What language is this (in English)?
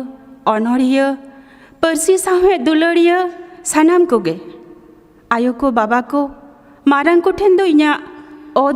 Santali